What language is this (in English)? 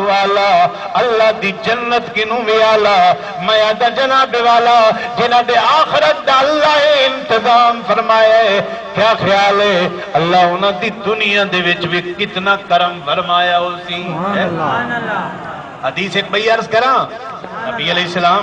Saraiki